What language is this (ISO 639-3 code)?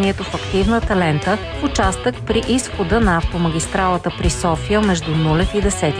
bul